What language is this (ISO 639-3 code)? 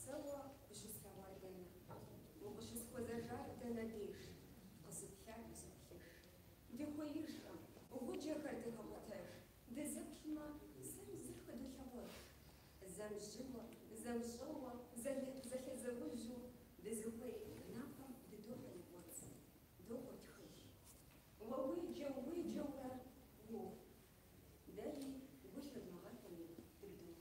kbd